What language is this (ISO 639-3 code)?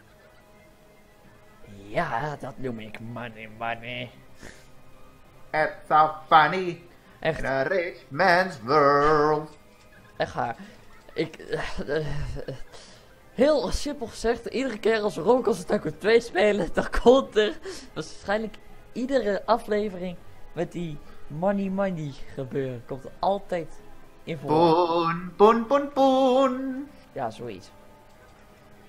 nld